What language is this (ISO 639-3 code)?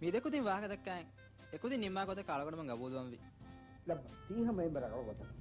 div